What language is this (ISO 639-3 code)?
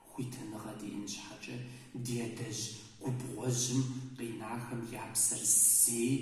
kbd